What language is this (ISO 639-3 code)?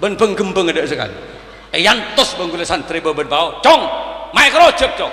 mad